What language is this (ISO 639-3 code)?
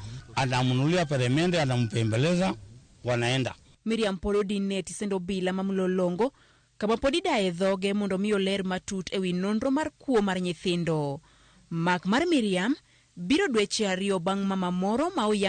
luo